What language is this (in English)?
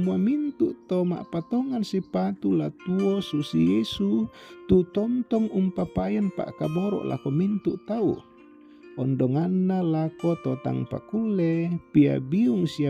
Toraja-Sa'dan